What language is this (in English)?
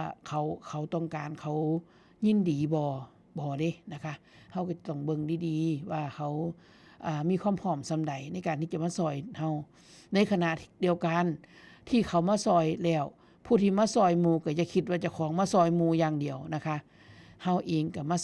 Northeastern Thai